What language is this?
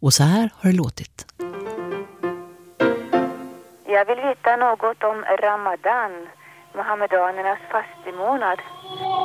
Swedish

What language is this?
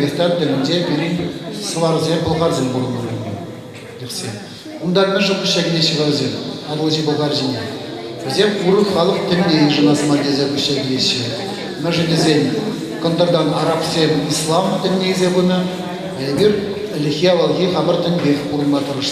Chuvash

